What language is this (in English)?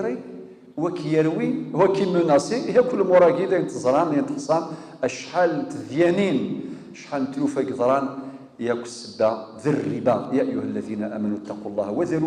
Kabyle